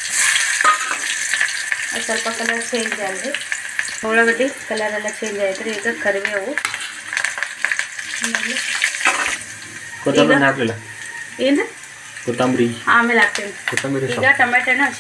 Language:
Kannada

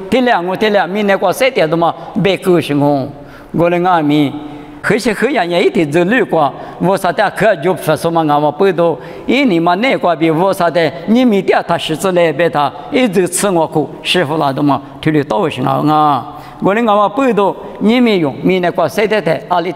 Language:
Lisu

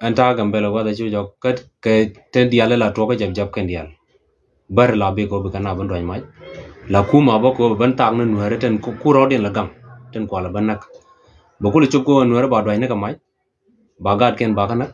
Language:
Nuer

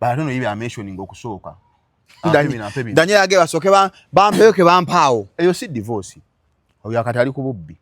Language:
Ganda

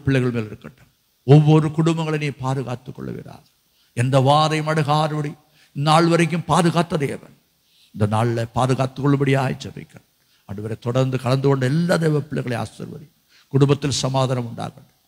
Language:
Tamil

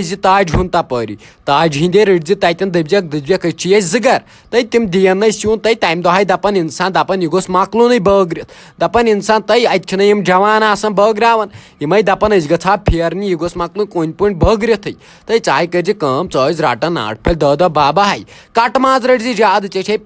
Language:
Kashmiri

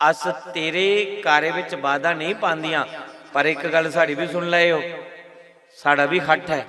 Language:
Dogri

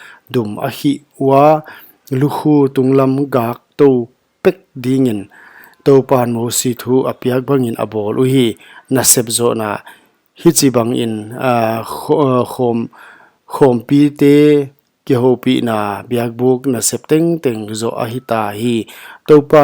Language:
Paite Chin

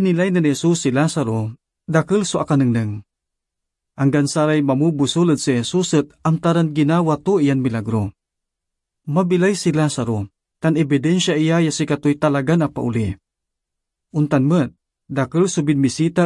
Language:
Pangasinan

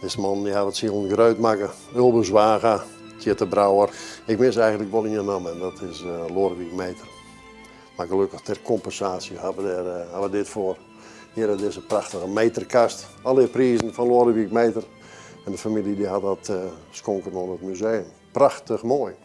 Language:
Western Frisian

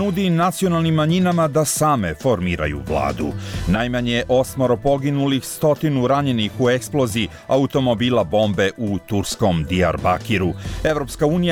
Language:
Serbian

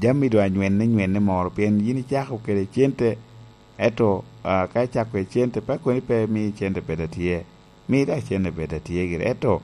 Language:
Lango (Uganda)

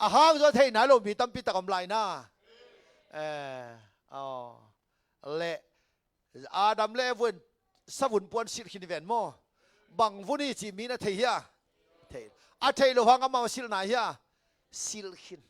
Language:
Tedim Chin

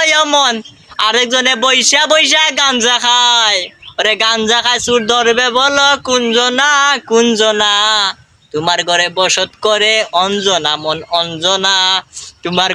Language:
Sylheti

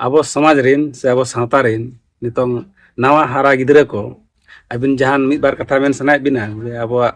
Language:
Santali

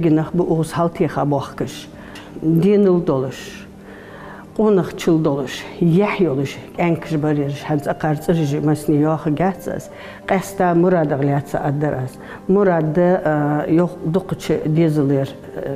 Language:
Ingush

